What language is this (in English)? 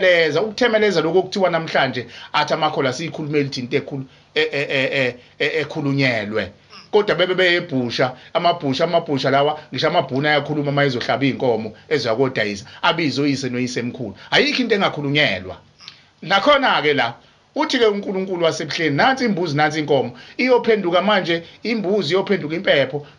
Zulu